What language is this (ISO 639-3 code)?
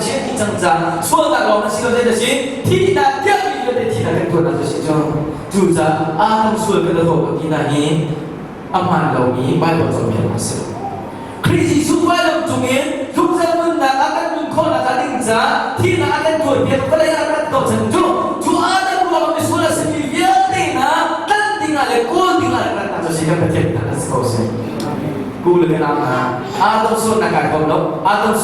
cnh